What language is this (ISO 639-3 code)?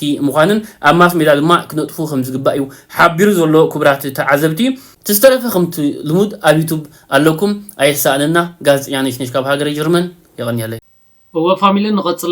tir